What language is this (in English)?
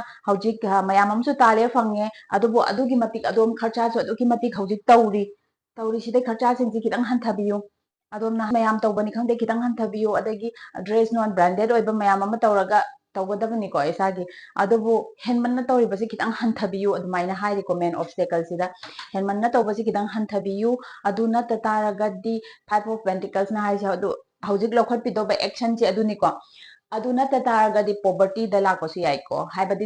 Manipuri